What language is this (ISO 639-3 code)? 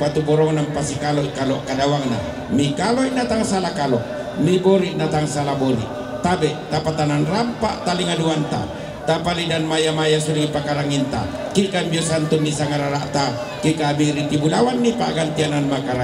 sda